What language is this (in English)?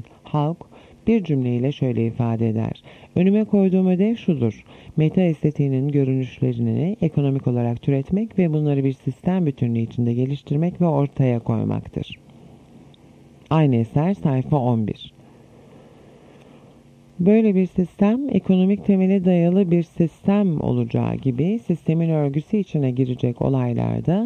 Turkish